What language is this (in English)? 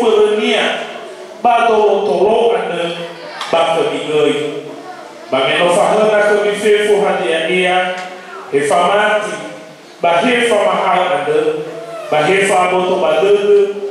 Nias